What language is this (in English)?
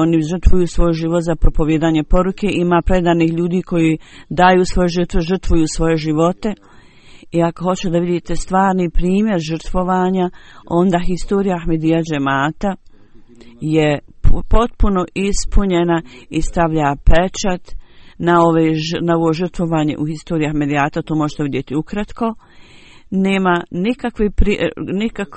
Bosnian